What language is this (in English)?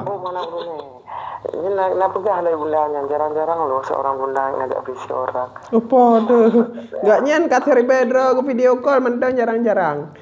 Achinese